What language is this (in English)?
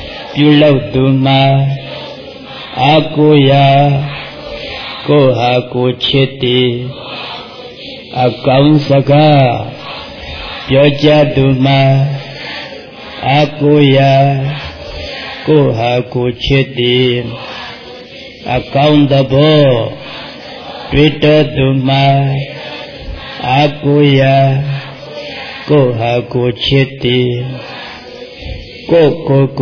Burmese